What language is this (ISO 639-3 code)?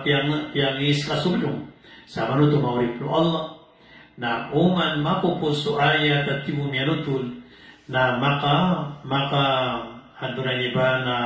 mrw